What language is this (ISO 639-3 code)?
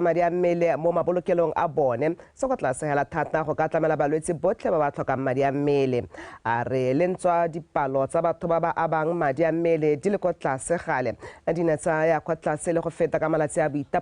tsn